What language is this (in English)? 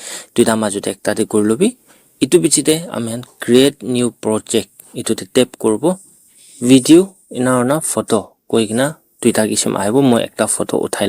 Naga Pidgin